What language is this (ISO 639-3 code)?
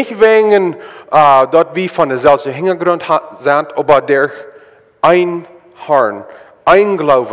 pdt